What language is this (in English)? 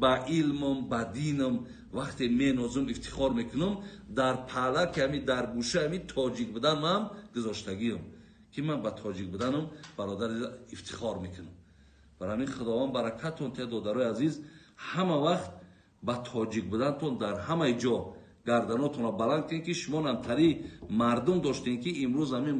Tajik